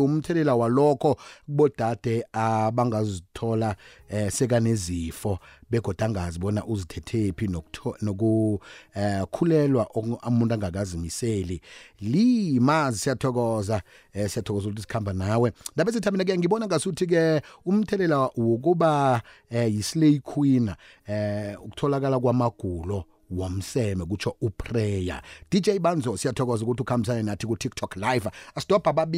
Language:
South Ndebele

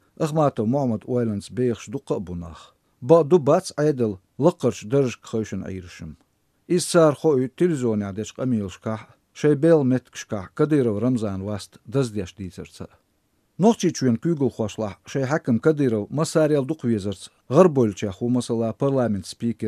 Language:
Chechen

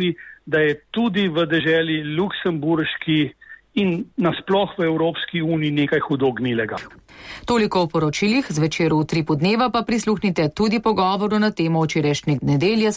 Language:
Slovenian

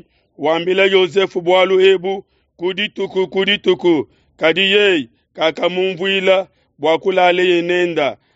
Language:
Luba-Lulua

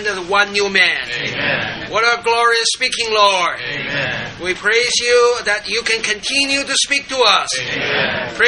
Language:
English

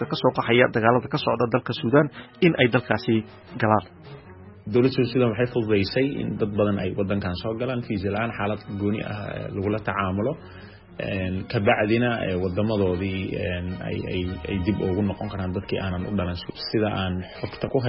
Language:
Somali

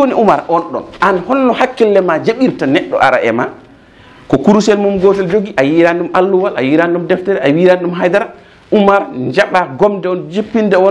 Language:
Fula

